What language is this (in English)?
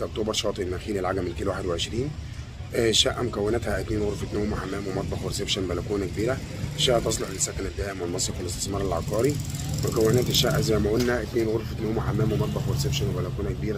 Egyptian Arabic